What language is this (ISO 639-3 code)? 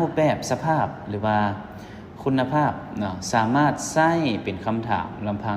lao